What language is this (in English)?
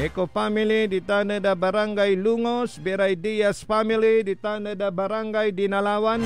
Pangasinan